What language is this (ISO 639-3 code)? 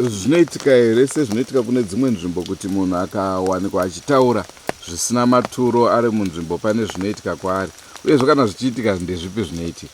sna